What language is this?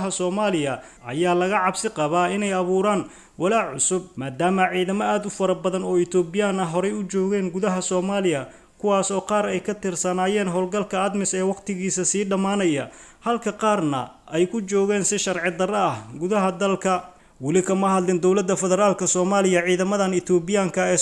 Somali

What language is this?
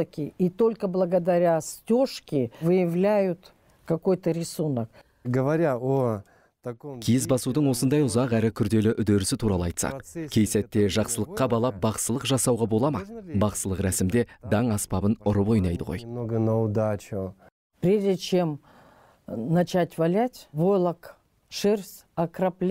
Kazakh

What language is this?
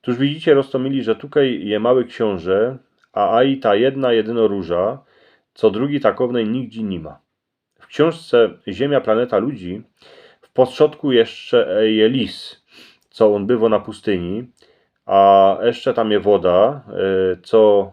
Silesian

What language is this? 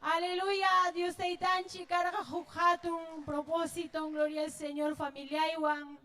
Ayacucho Quechua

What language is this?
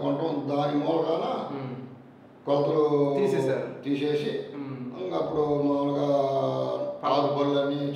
Telugu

